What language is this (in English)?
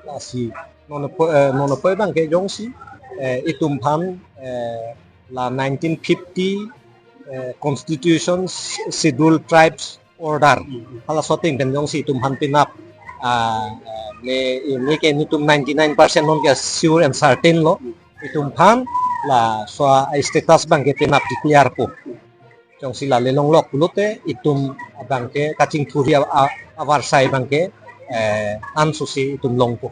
Karbi